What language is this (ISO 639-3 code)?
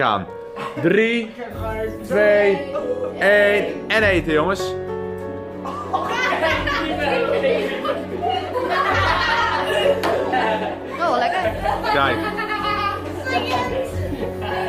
nld